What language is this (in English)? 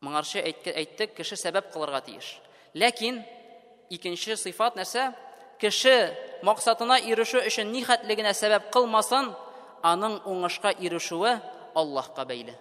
Tatar